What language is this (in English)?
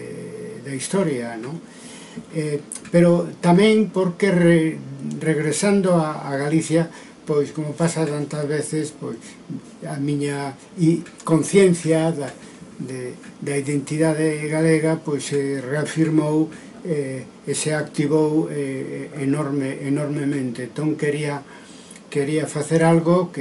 Galician